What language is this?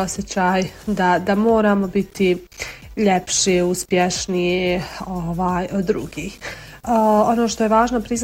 Croatian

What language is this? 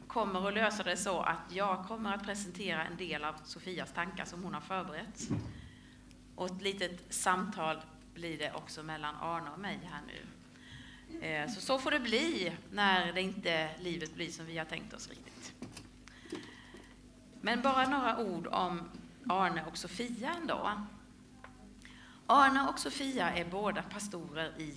Swedish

